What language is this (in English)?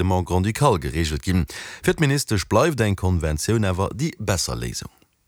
Luxembourgish